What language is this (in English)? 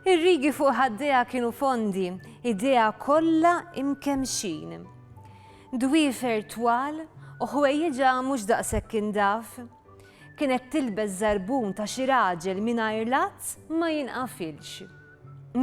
Maltese